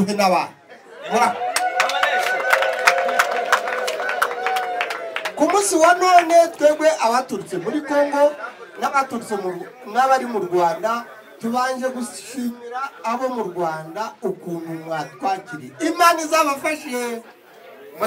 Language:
Kinyarwanda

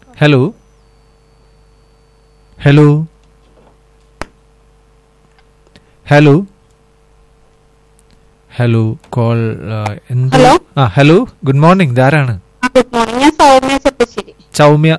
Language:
Malayalam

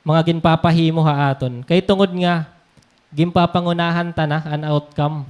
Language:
Waray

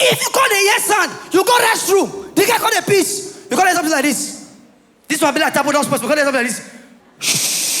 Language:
Nigerian Pidgin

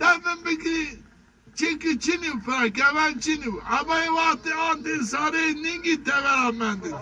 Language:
Zaza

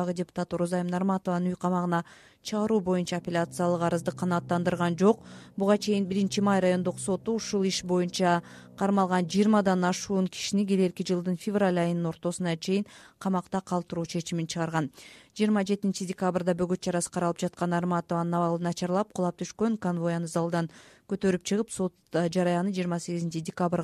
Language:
Kyrgyz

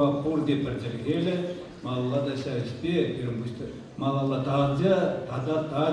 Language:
Chuvash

